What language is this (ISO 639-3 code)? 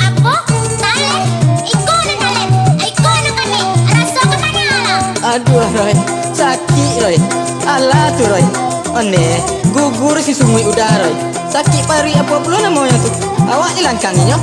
min